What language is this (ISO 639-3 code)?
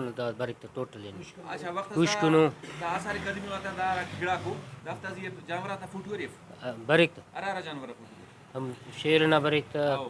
brh